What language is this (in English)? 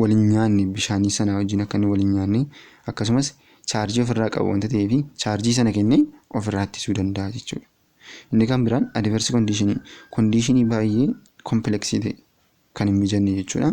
Oromo